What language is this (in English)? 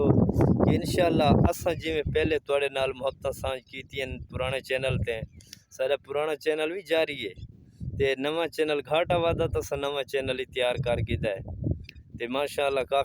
Saraiki